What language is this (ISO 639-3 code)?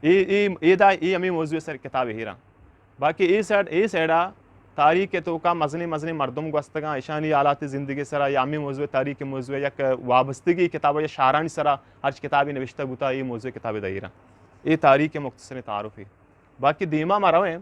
bgp